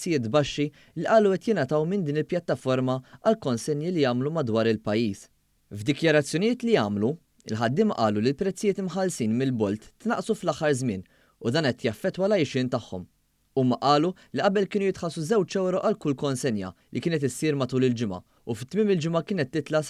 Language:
Maltese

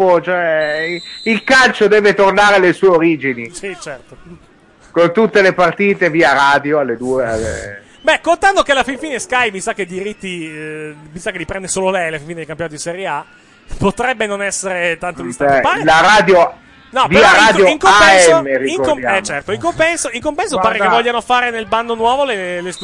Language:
Italian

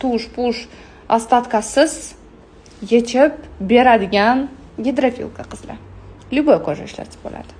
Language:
Uzbek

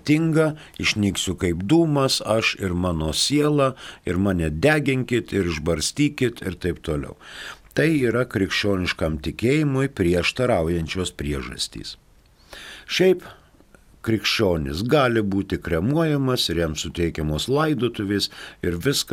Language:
Lithuanian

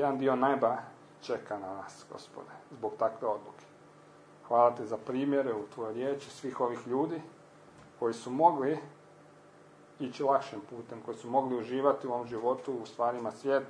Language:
Croatian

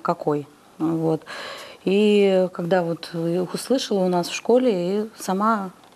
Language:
Russian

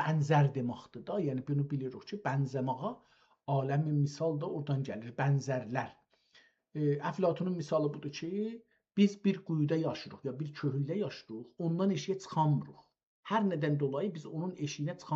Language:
South Azerbaijani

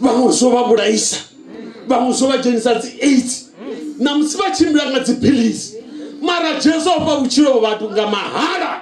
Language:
Venda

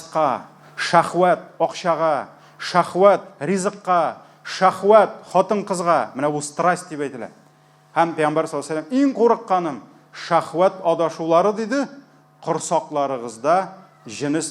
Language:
Tatar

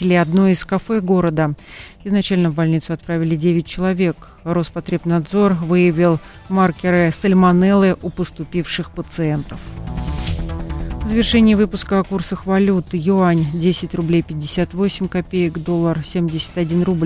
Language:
Russian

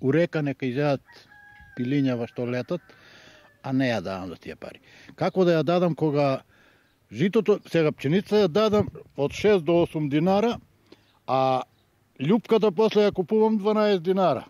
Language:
Macedonian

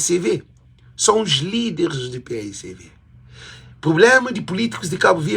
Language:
Kabuverdianu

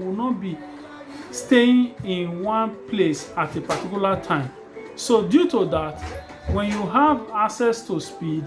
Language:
Nigerian Pidgin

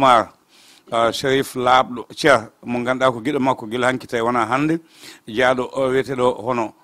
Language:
Fula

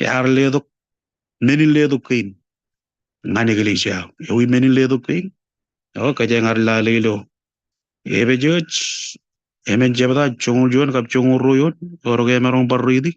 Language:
Marshallese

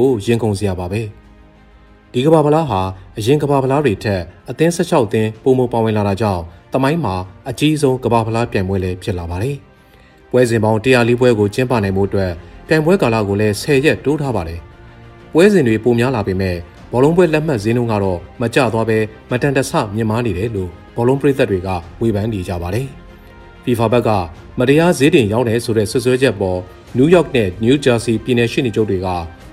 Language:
Burmese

